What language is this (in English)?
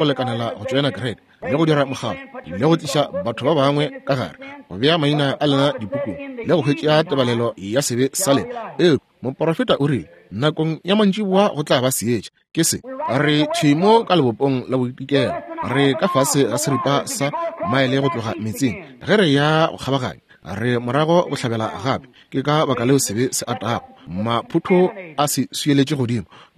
Northern Sotho